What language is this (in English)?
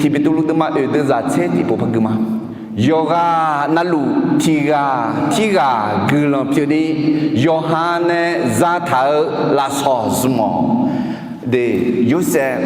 Akha